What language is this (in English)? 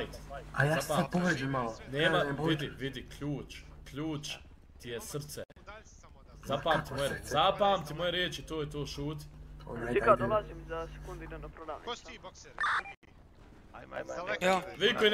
Bosnian